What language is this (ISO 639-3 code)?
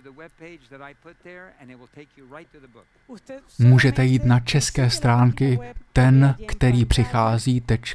ces